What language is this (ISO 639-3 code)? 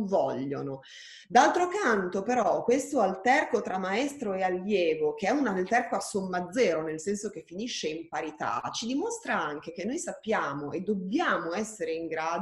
ita